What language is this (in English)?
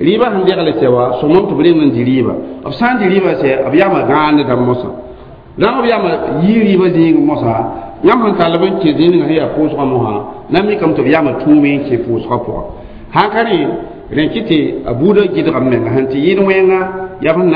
Mossi